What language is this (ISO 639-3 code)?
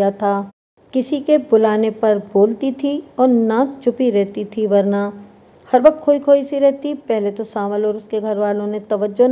urd